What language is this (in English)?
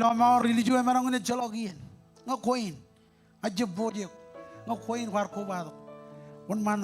Marshallese